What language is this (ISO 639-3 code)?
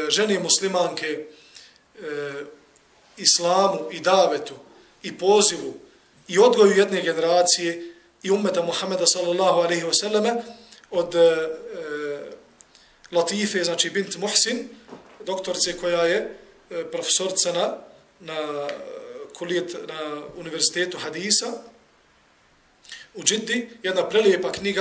bos